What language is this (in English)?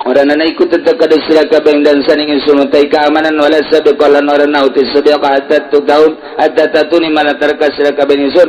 Sundanese